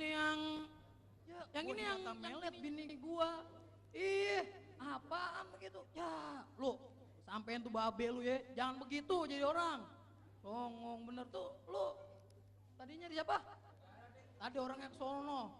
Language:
Betawi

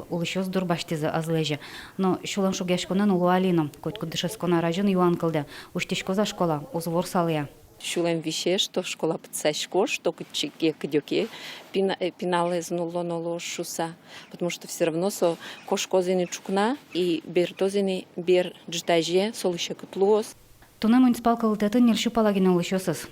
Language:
Udmurt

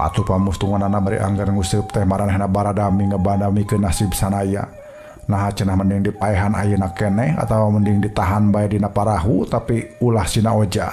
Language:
Sundanese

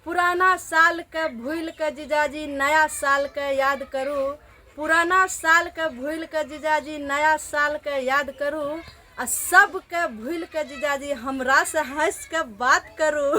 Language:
Maithili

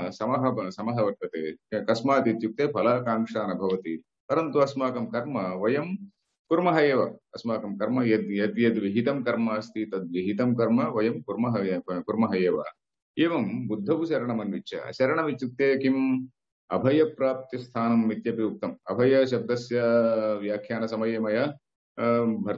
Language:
Sanskrit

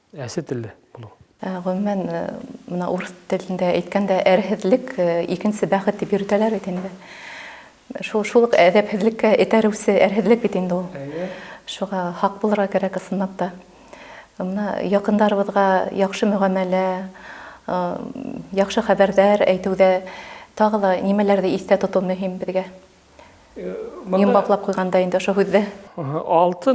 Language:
Bashkir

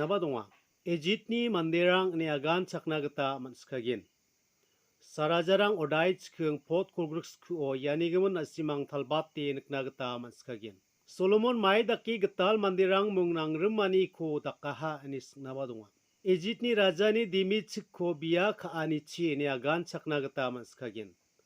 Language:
Garo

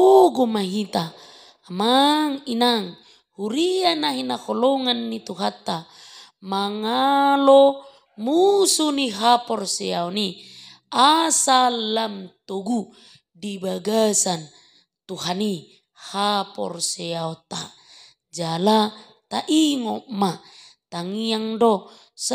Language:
Batak Toba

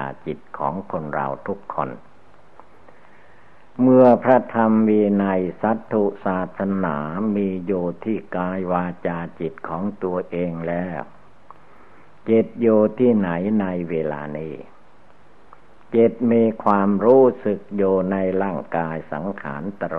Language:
Thai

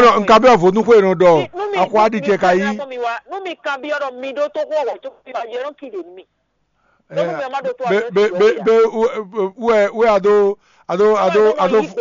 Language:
Fon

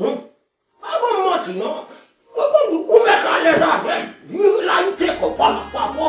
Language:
Haitian Creole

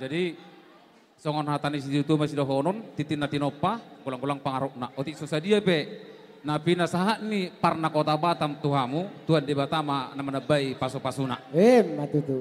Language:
Batak Toba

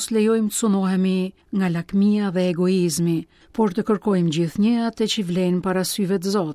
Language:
Albanian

